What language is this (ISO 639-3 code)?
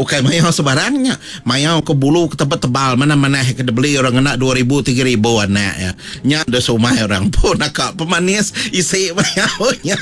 iba